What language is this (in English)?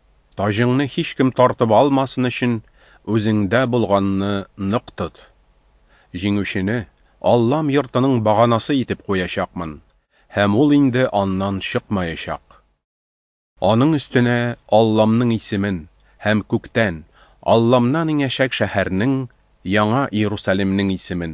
Tatar